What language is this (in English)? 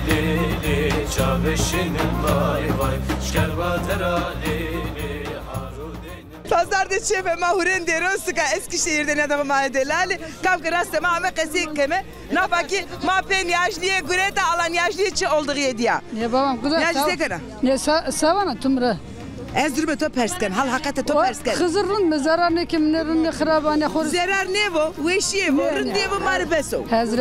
Zaza